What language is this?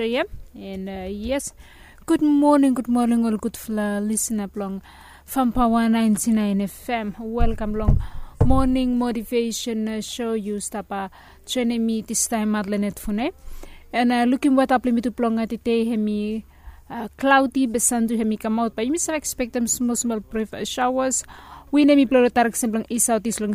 Bislama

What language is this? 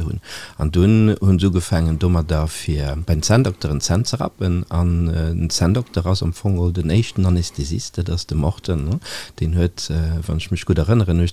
Luxembourgish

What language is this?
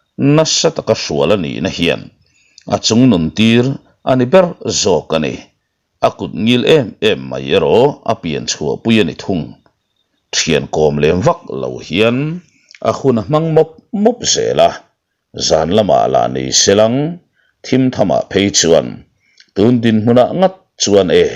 Mizo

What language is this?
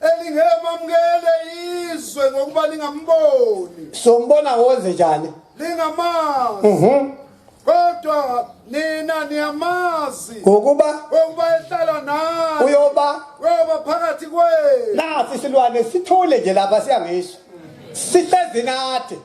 Zulu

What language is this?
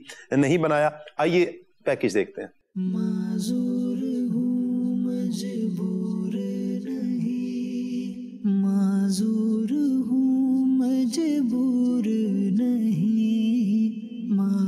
Urdu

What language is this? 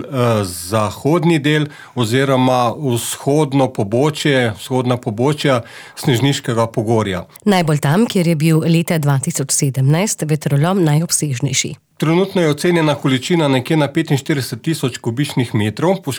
Slovenian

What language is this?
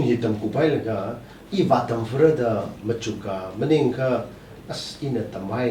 Tangkhul Naga (India)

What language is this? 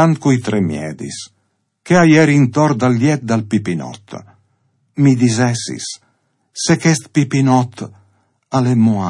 Friulian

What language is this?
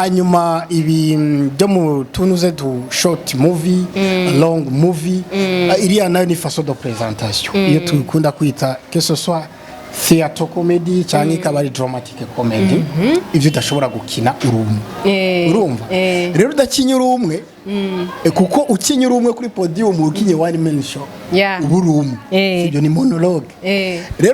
Rundi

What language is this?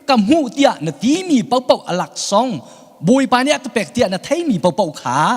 Hakha Chin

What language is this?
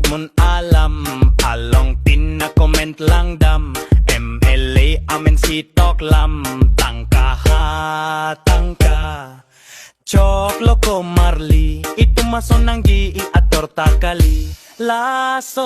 Karbi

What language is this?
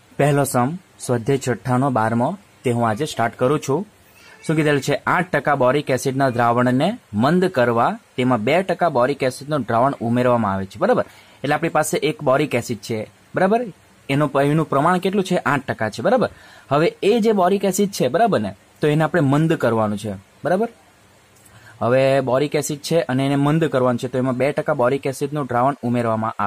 Gujarati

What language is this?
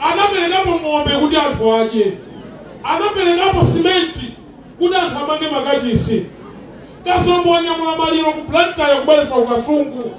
Nyanja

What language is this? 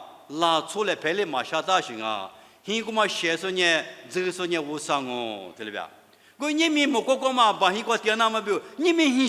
Lisu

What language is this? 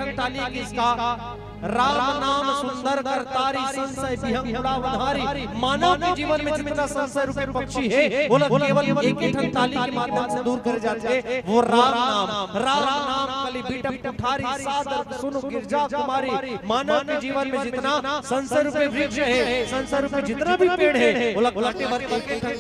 Chhattisgarhi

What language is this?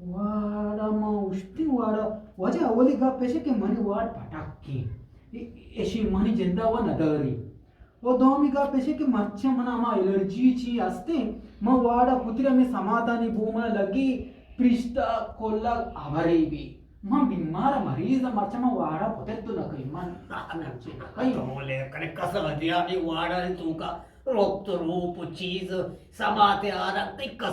Eastern Balochi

